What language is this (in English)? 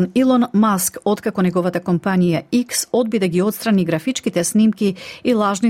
Macedonian